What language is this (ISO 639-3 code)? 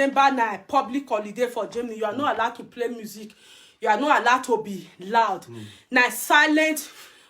pcm